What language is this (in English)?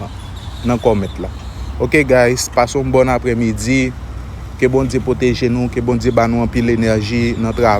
Haitian Creole